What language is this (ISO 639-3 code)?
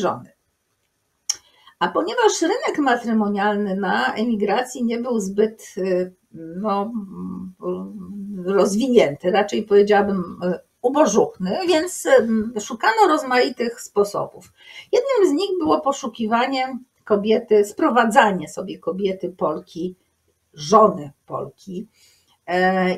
pol